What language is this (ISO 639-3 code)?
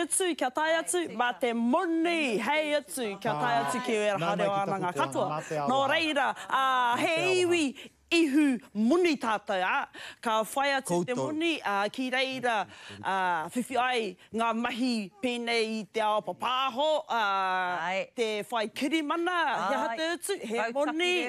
mri